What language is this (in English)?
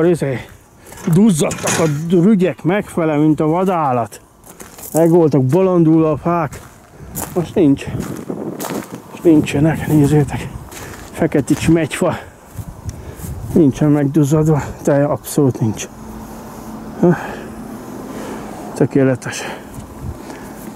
Hungarian